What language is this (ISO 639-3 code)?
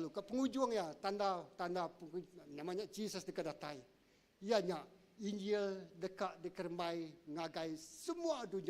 iba